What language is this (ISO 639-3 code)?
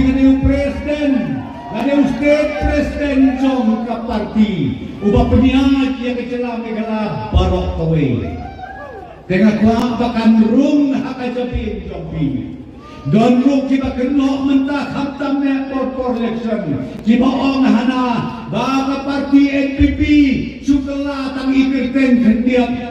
kha